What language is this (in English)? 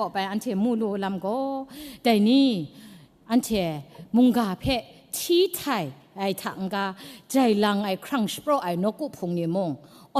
Kachin